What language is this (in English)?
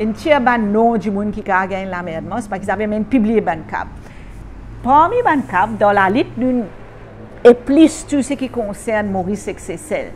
Morisyen